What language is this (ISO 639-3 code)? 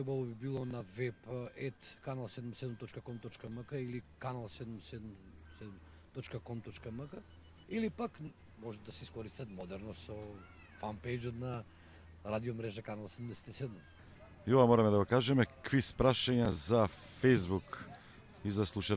mkd